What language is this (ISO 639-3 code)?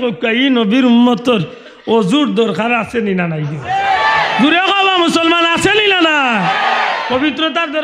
syl